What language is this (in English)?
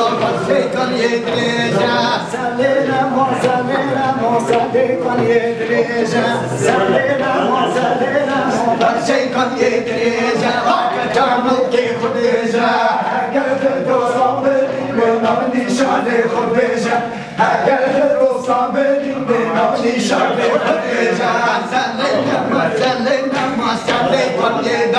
Persian